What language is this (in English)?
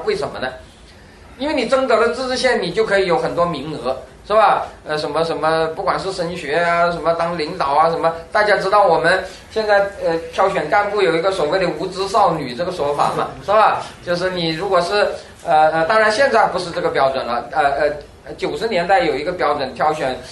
Chinese